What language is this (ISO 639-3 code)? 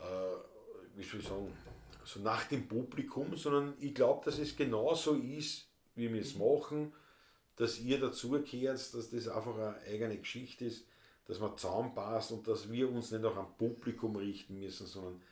bar